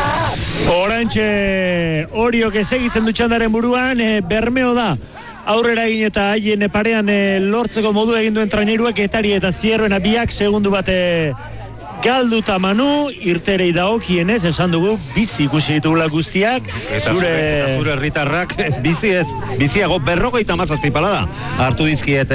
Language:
Basque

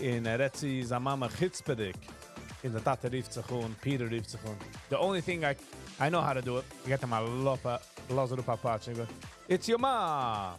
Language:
Yiddish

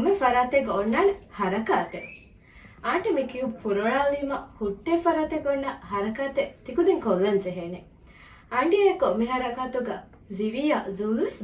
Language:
Divehi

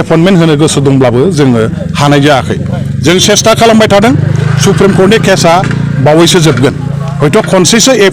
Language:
Bodo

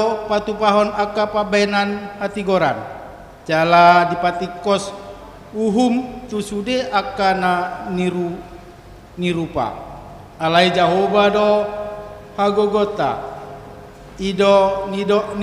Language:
Batak Toba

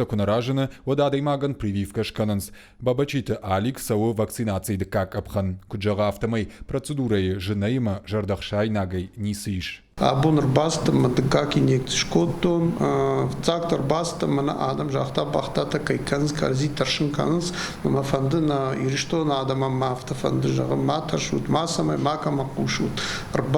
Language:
Ossetic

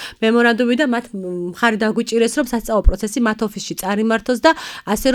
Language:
Georgian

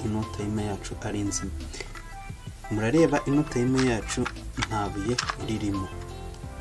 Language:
Kinyarwanda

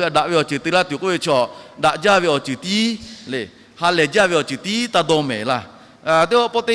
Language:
Lahu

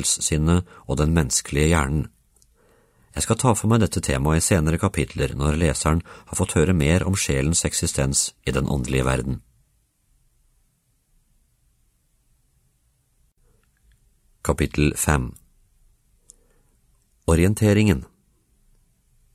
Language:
Norwegian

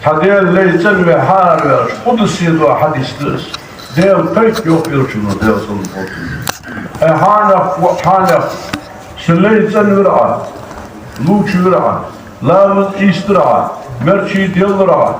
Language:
Ingush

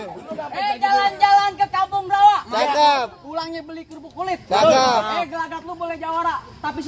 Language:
Betawi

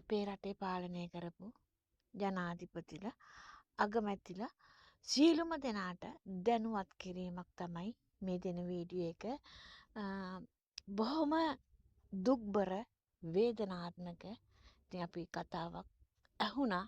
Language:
Sinhala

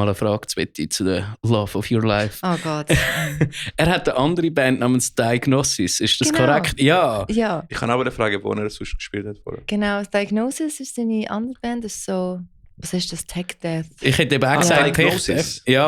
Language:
Swiss German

